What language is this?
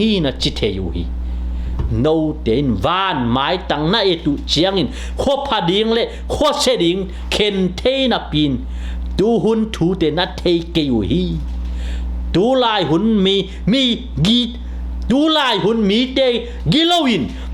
Tedim Chin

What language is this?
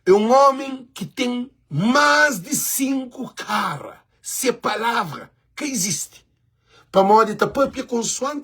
Kabuverdianu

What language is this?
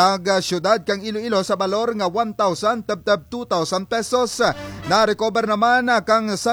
Kinaray-a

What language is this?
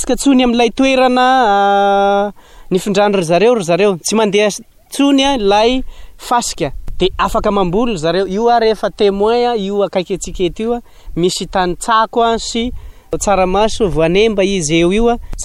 Malagasy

